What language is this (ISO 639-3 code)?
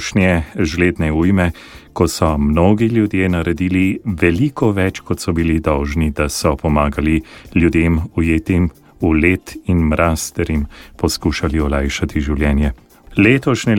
slv